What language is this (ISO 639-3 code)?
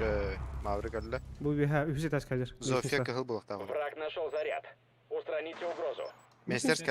sah